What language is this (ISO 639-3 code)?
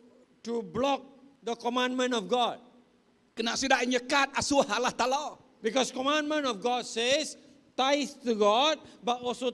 iba